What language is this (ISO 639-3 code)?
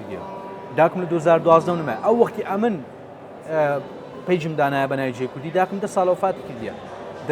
ckb